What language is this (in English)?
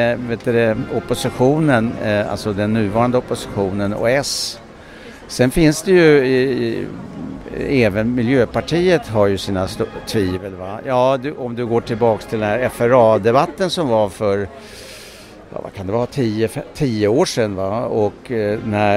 Swedish